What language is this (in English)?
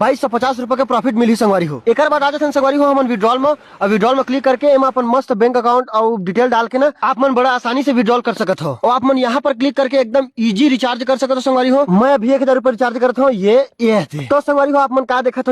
Chhattisgarhi